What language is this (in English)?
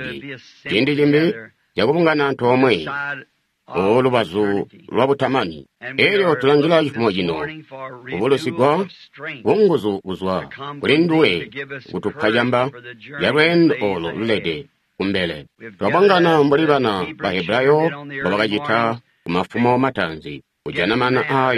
Tonga (Zambia)